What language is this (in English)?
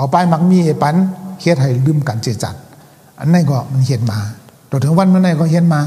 Shan